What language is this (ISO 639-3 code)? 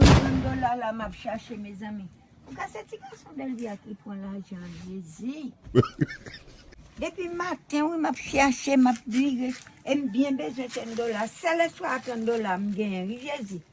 hat